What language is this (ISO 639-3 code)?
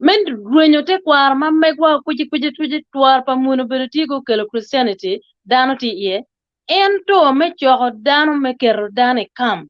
ach